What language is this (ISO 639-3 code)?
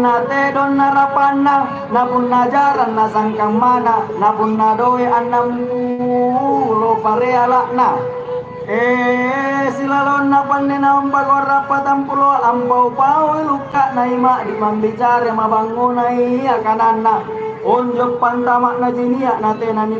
mak